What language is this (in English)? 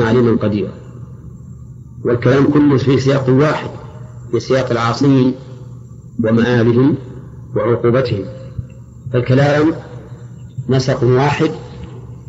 Arabic